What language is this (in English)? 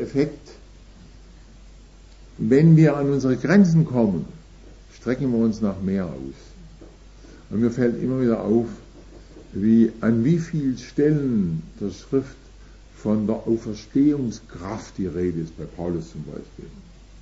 German